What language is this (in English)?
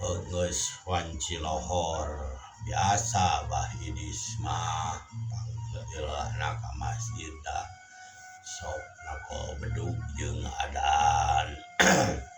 Sundanese